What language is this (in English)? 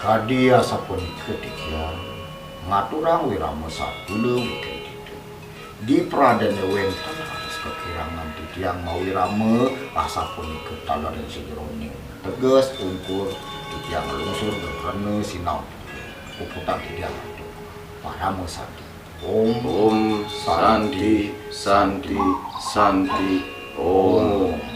Balinese